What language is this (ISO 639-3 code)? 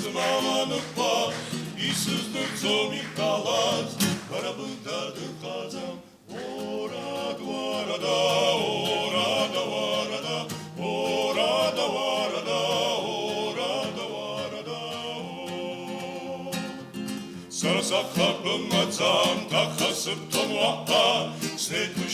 abk